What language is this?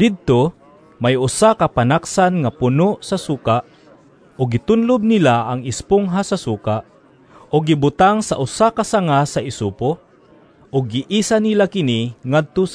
Cebuano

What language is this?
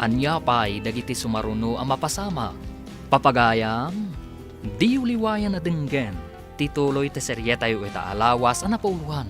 Iloko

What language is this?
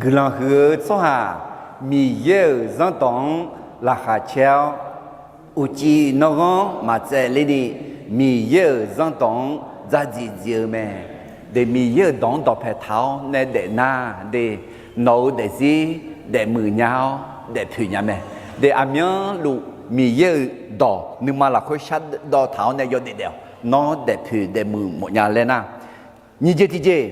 Akha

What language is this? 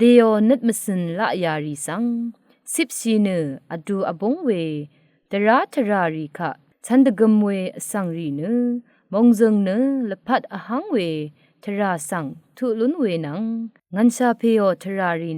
Rawang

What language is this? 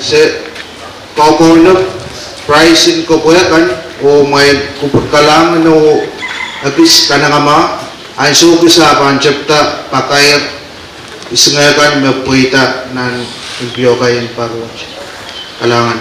Pohnpeian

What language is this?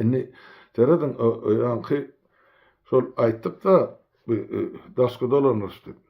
Turkmen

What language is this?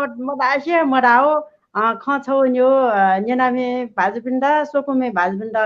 Newari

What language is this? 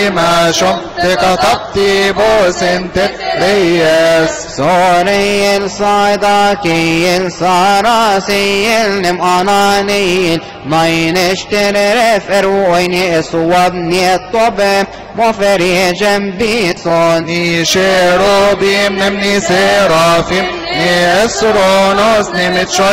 Egyptian Arabic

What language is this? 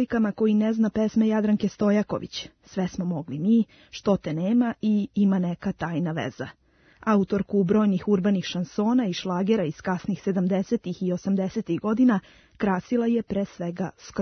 Serbian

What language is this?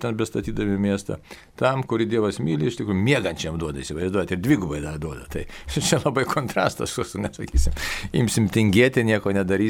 Lithuanian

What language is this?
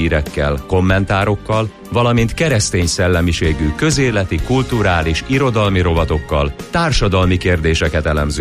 Hungarian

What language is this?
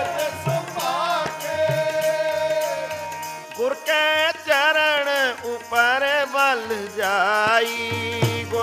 Punjabi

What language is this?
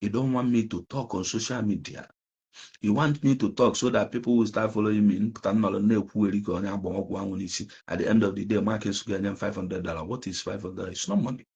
Igbo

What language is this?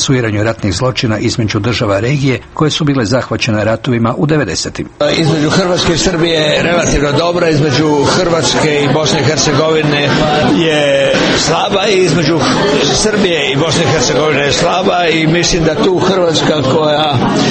Croatian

